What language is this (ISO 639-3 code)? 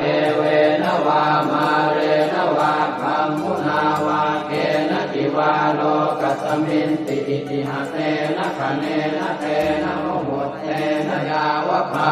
pli